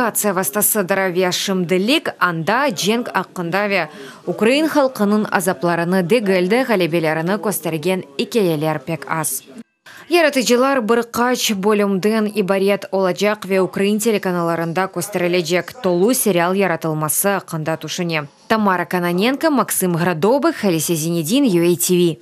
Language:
Crimean Tatar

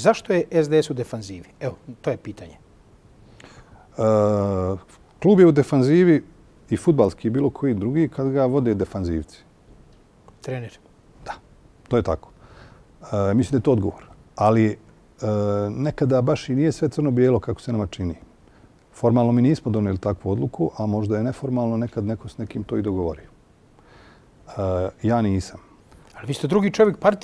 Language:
Bosnian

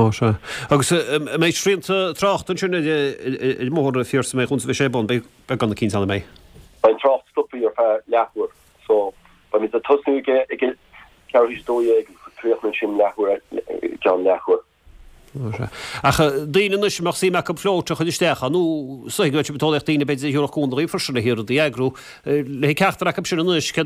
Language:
Irish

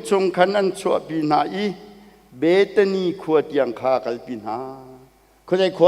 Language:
Hakha Chin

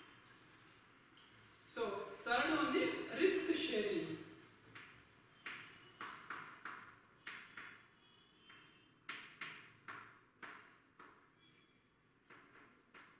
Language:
Kannada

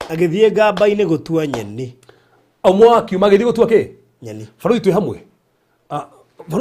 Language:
Kikuyu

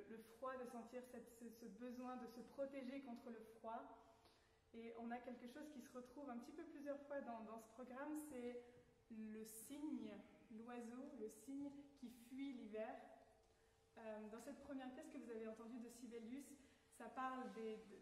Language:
French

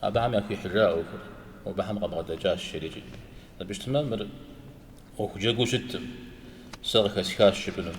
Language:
Kabardian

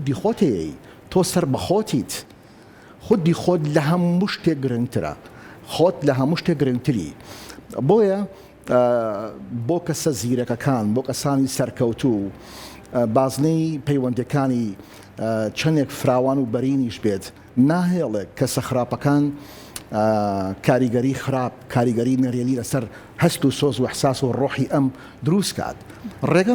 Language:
Central Kurdish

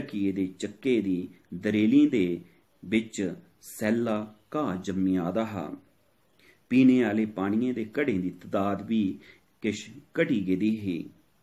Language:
Dogri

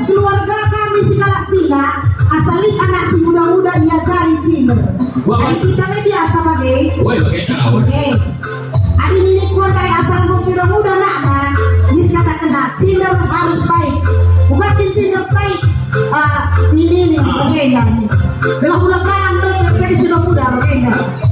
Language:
Batak Karo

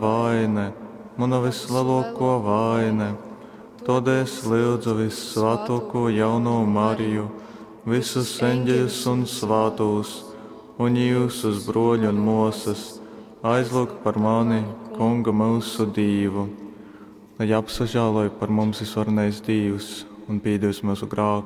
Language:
Latgalian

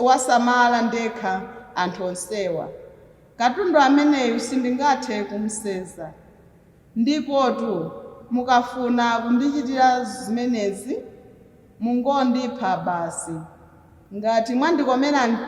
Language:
Nyanja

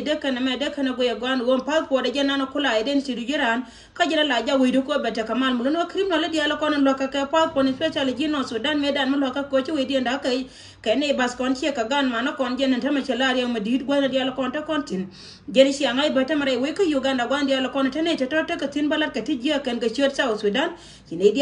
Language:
Nuer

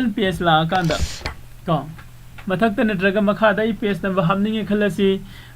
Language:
Manipuri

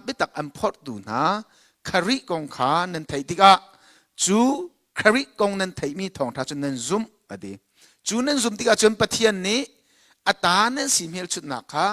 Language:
Hakha Chin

